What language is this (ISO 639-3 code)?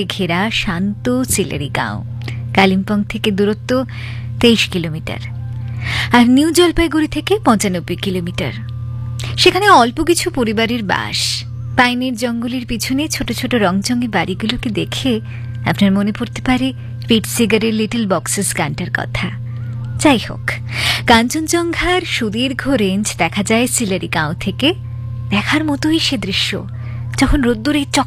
ben